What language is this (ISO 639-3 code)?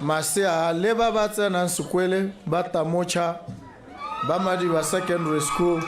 tsn